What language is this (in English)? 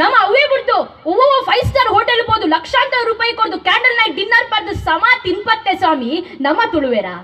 Tulu